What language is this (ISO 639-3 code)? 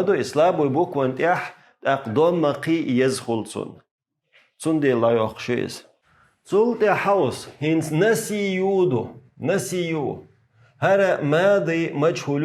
che